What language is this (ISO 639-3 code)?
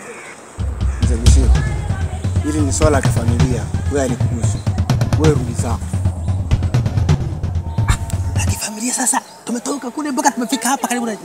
swa